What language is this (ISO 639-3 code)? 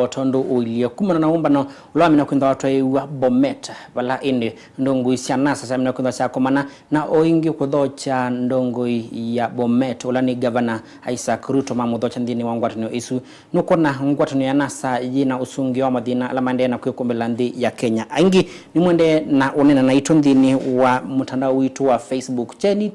kam